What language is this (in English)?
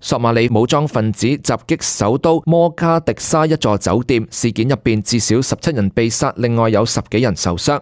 Cantonese